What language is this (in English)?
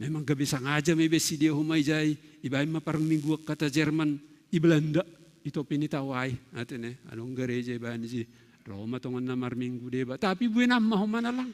Batak Simalungun